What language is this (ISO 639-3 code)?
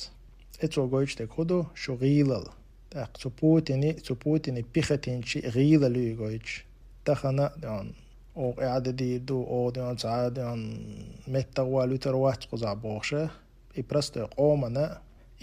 che